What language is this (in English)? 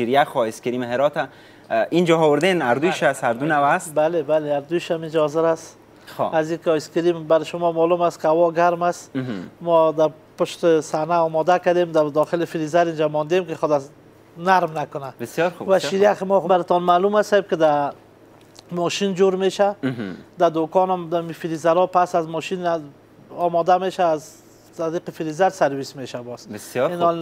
Persian